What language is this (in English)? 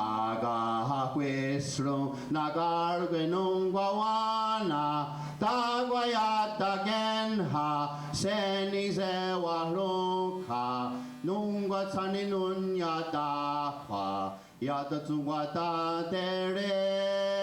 Mohawk